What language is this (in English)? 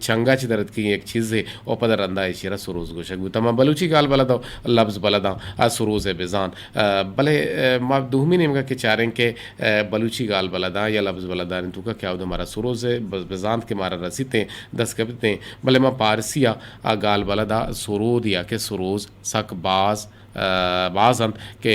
Eastern Balochi